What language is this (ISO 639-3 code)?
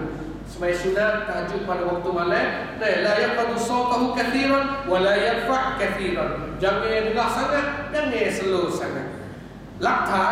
msa